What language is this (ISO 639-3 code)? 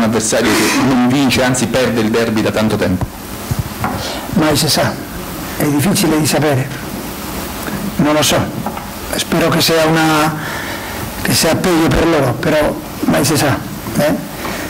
ita